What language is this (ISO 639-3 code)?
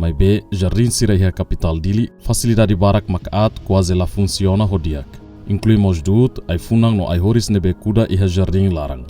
tet